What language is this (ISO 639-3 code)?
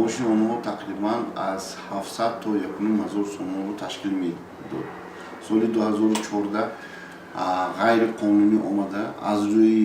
tgk